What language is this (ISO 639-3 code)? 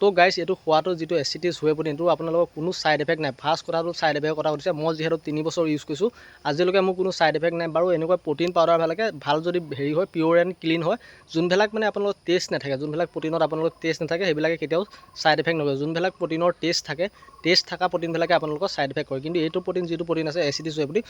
asm